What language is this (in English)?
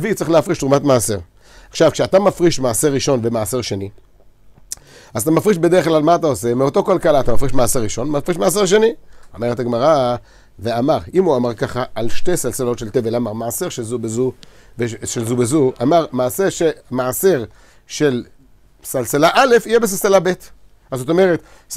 Hebrew